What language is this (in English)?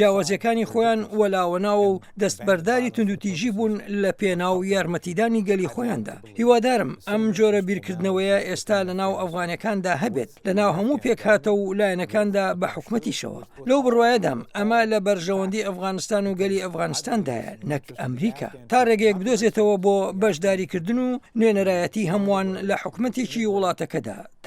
Central Kurdish